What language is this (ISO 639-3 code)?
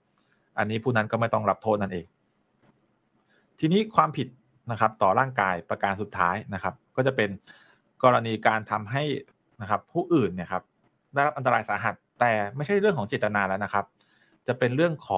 tha